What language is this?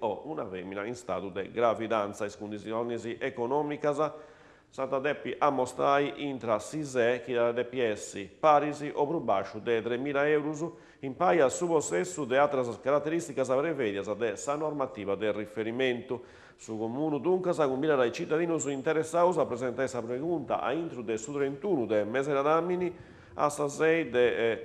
Sardinian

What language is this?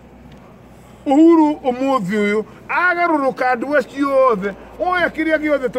Kikuyu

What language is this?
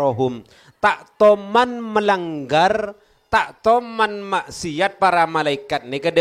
Madurese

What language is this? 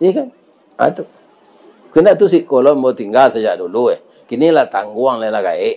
Minangkabau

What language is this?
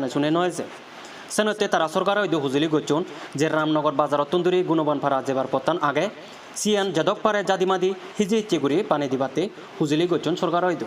Chakma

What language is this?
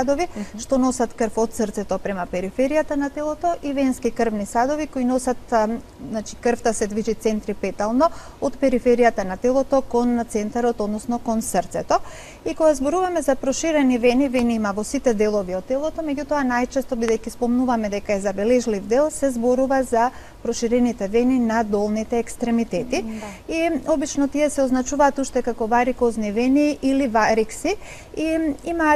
Macedonian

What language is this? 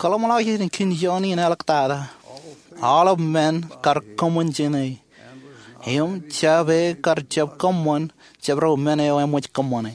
Marshallese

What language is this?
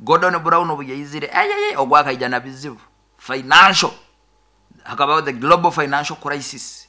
Nyoro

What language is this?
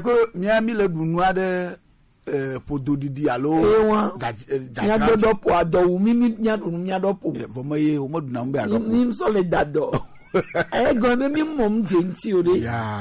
Gen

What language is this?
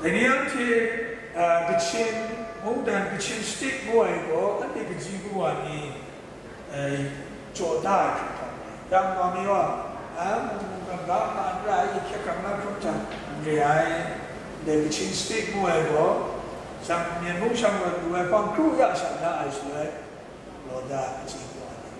Kachin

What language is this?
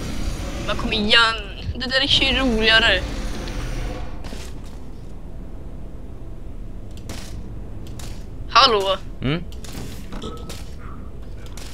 Swedish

